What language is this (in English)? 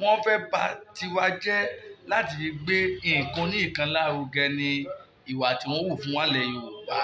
Yoruba